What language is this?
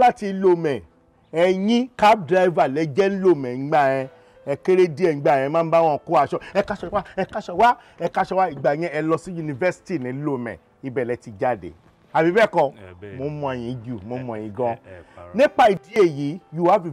Yoruba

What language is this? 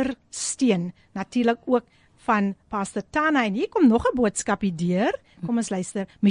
Afrikaans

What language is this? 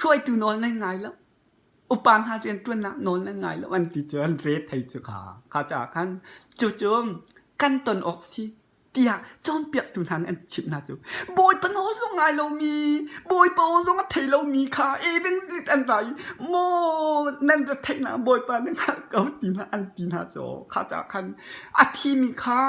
Hakha Chin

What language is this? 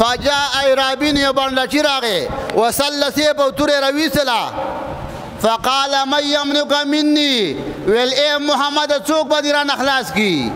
Pashto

